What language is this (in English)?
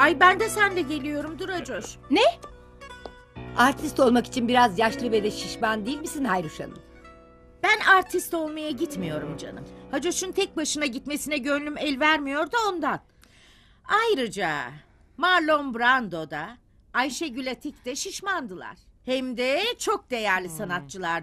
Turkish